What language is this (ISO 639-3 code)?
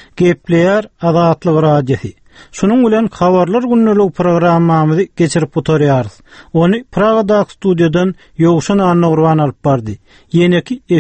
tuk